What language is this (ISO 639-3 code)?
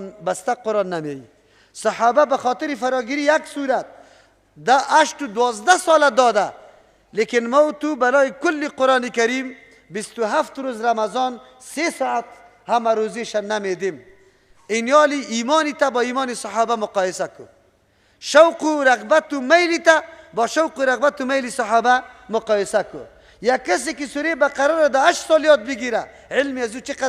fas